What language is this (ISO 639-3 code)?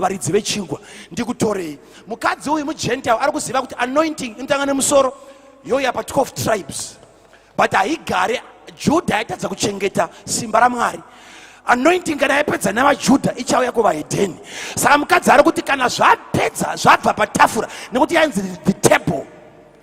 sna